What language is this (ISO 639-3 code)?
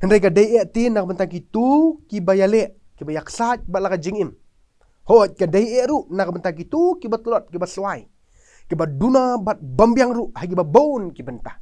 kha